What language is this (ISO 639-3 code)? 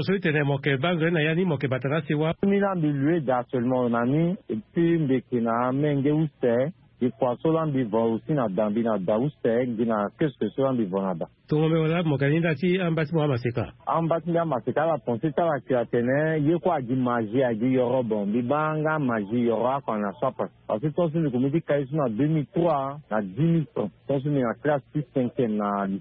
sag